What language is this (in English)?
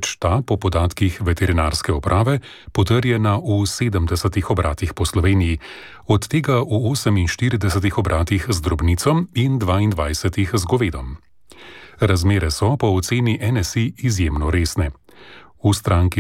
Slovenian